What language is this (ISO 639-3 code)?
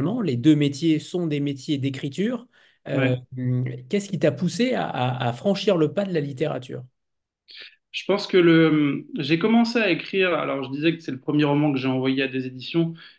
fra